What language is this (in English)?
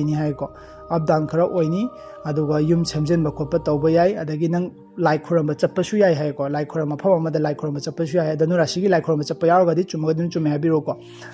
Manipuri